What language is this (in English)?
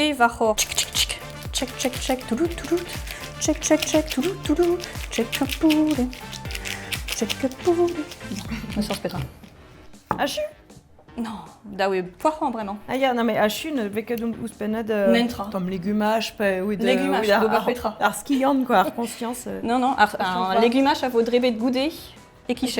Breton